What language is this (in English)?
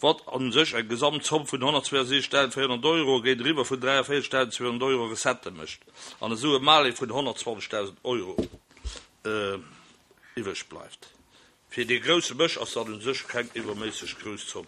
Luxembourgish